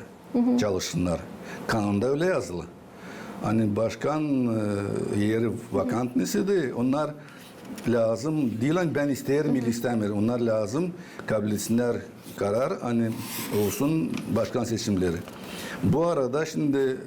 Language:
Gagauz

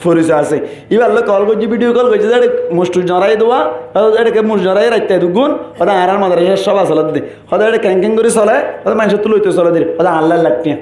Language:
Rohingya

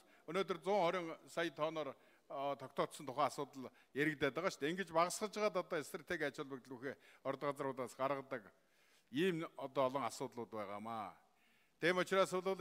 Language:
Mongolian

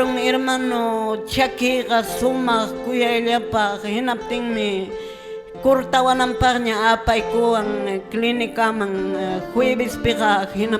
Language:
Quechua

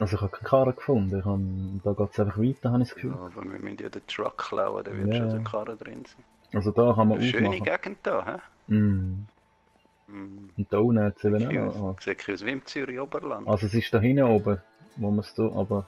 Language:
Swiss German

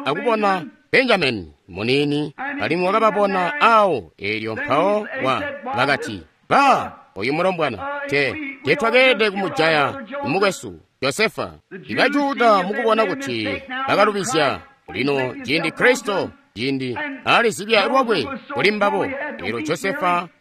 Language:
Tonga (Zambia)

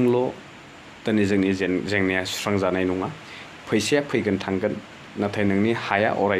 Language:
Bodo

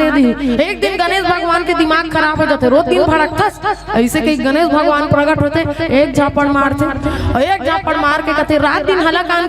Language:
Chhattisgarhi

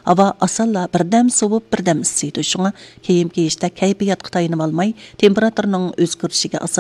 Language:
Uyghur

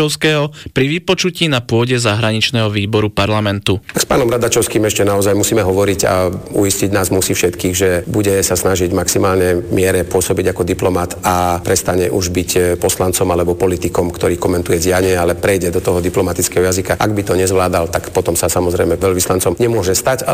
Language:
Slovak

